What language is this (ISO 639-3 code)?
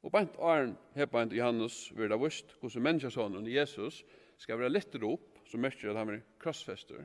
fao